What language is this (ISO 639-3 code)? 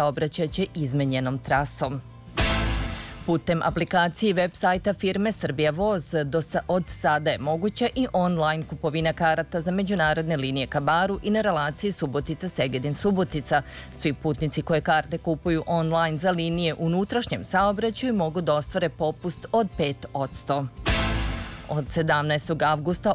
srp